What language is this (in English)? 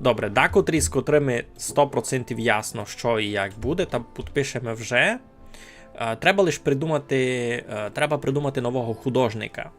Rusyn